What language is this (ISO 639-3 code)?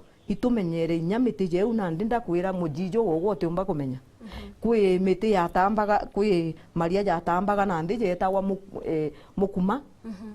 mer